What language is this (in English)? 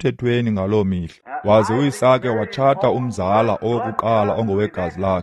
Xhosa